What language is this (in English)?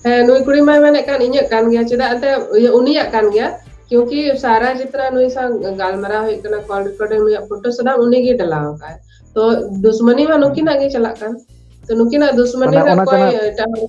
Santali